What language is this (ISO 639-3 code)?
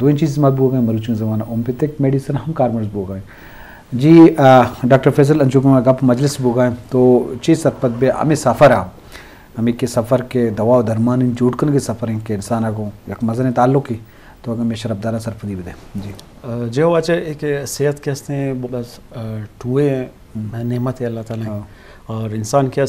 bgp